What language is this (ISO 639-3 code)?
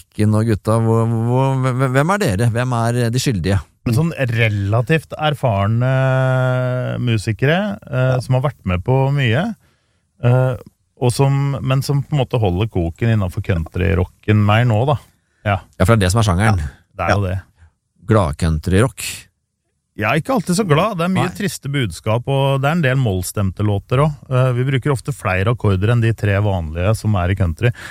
nor